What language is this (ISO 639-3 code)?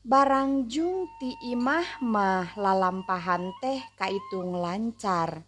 sun